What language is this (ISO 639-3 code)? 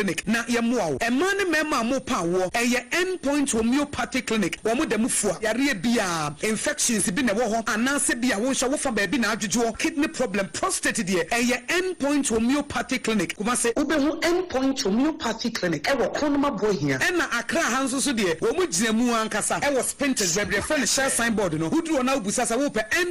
aka